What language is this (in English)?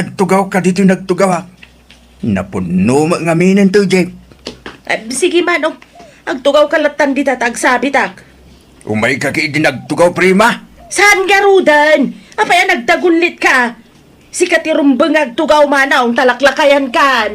Iloko